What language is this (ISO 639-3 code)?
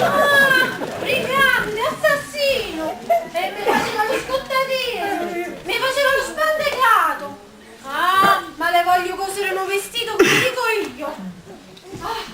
nap